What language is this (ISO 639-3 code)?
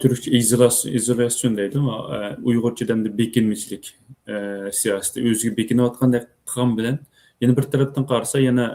uig